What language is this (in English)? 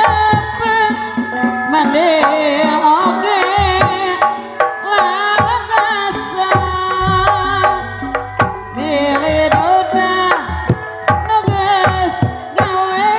Sundanese